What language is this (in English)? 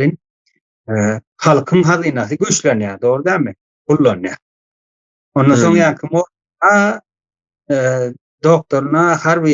Turkmen